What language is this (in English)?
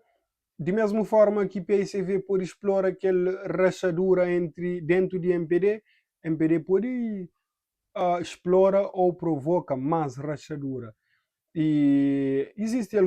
Kabuverdianu